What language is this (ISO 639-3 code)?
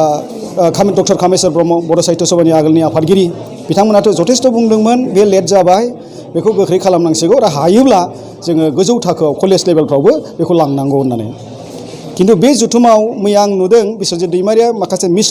brx